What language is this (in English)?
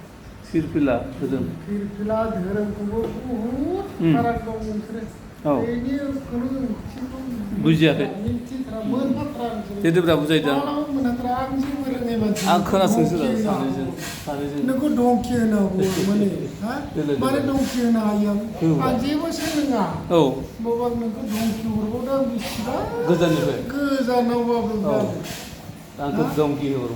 Bodo